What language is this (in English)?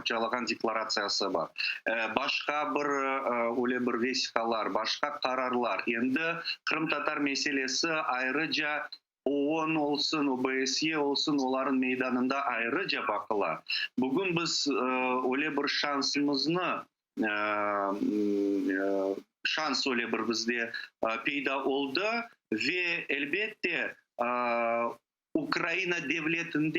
Crimean Tatar